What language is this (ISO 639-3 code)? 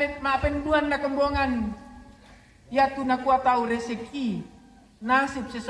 sda